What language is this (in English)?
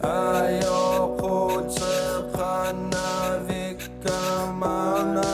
Inuktitut